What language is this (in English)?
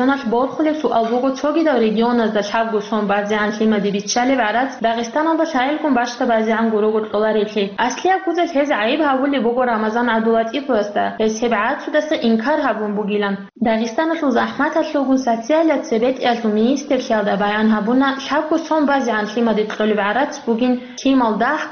Avaric